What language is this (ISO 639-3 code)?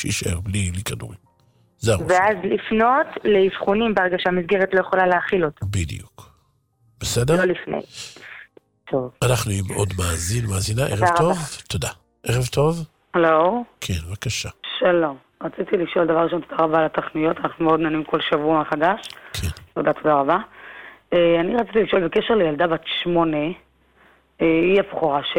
heb